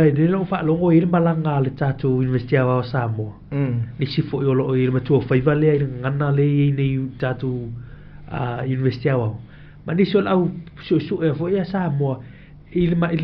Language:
Samoan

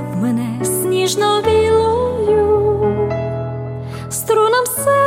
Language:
Ukrainian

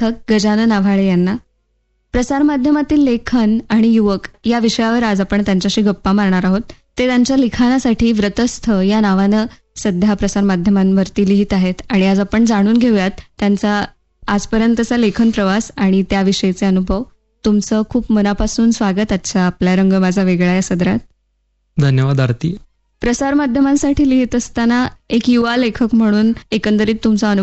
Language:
Marathi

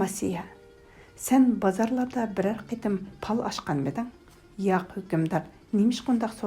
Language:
Uyghur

